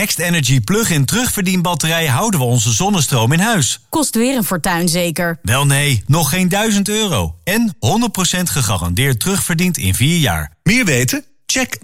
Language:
Dutch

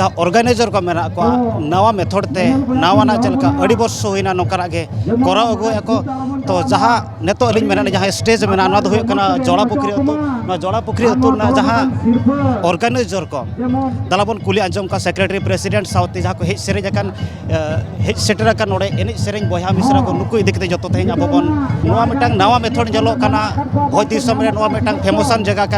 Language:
Santali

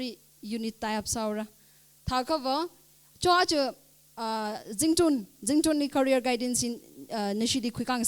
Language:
Tangkhul Naga (India)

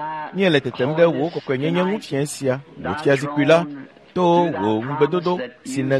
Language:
Ewe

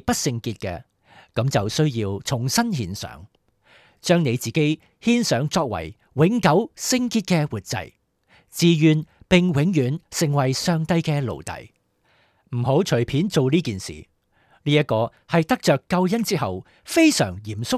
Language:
Cantonese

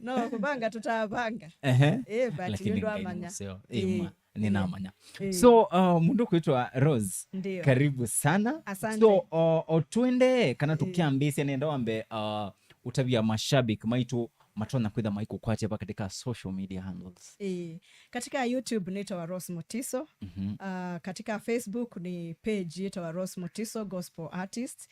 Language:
Kamba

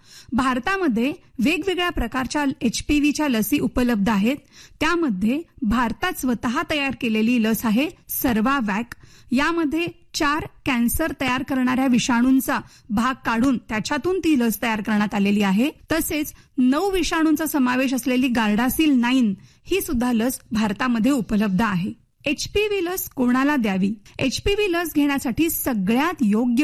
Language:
Marathi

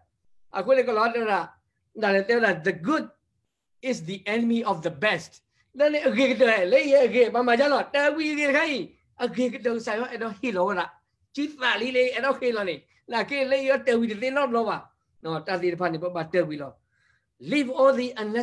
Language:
S'gaw Karen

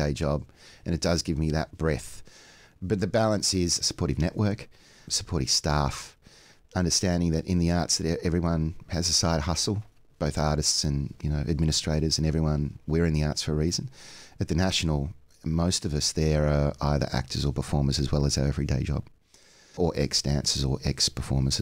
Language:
English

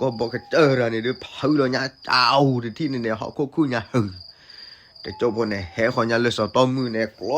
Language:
S'gaw Karen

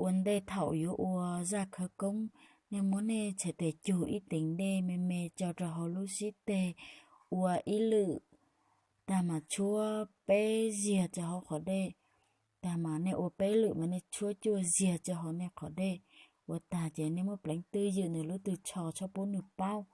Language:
Hmong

